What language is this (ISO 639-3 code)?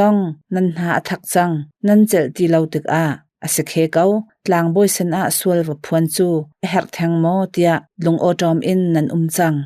cnh